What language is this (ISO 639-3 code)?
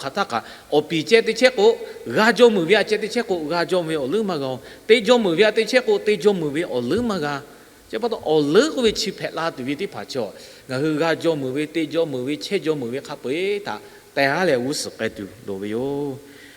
lhu